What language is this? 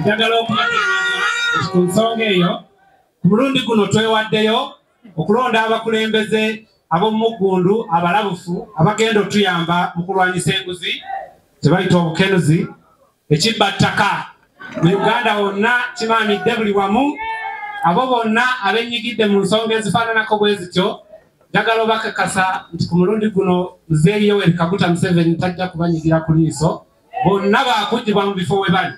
Ganda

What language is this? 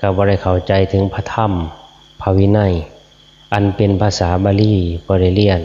Northeastern Thai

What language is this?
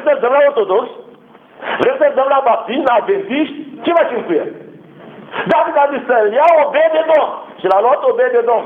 Romanian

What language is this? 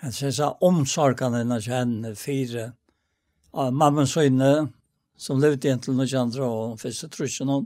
Faroese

